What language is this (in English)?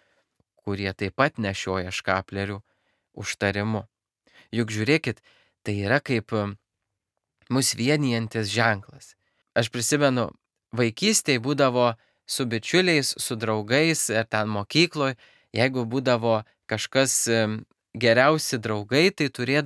Lithuanian